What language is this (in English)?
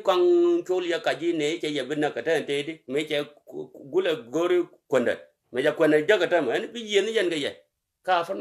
Nuer